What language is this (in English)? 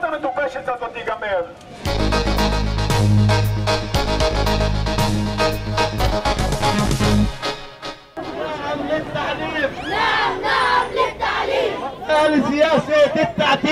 Hebrew